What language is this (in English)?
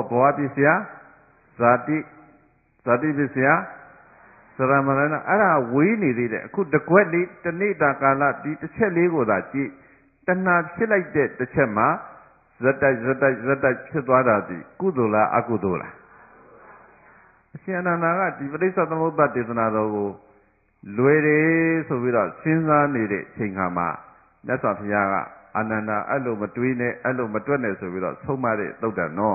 Burmese